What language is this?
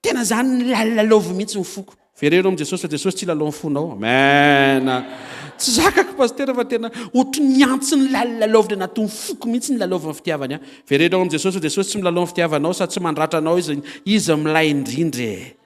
Malagasy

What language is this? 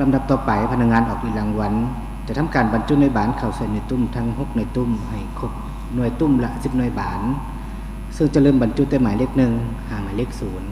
Lao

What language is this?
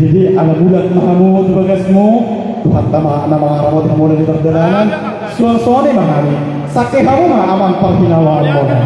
Batak Toba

